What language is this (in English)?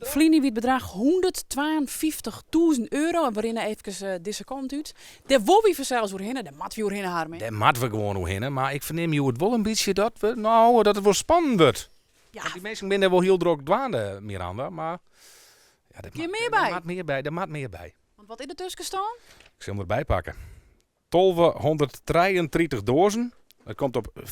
Western Frisian